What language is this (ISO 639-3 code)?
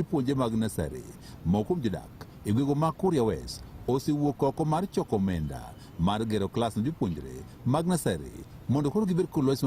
luo